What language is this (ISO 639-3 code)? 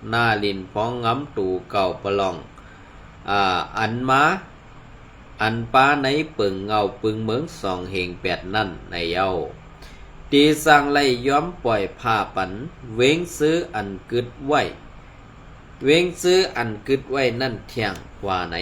shn